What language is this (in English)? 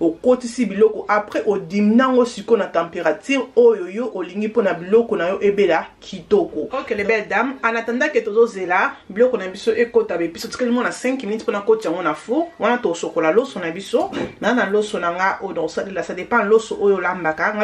Lingala